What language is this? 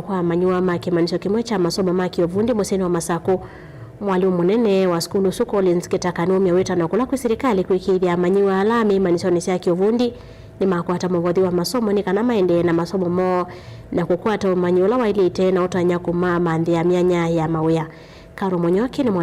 Kamba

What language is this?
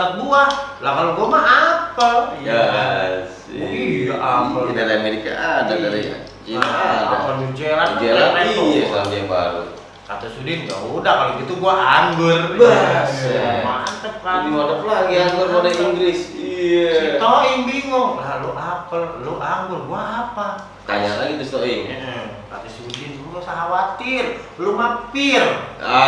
Betawi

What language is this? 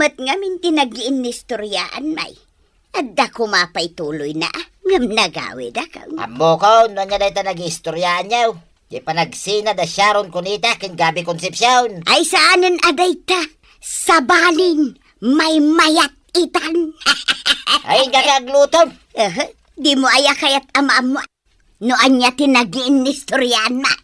Iloko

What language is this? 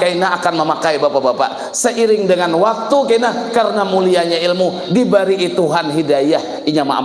Banjar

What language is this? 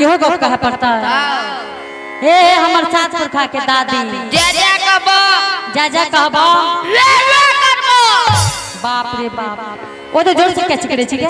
Angika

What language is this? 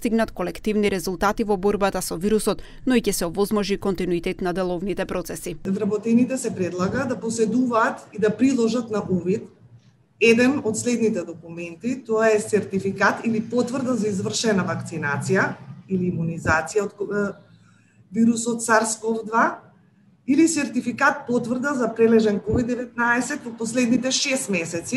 Macedonian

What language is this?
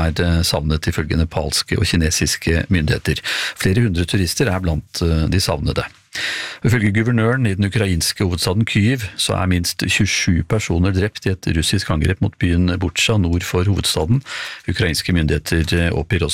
Norwegian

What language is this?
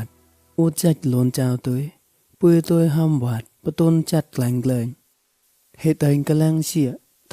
Mon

